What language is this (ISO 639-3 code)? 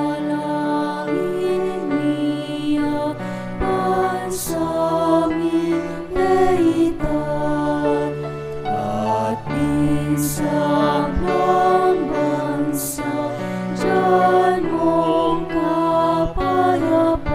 pam